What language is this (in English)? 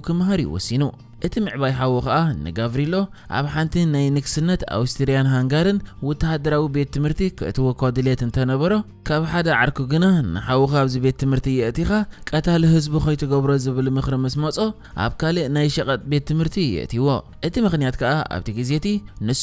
Tigrinya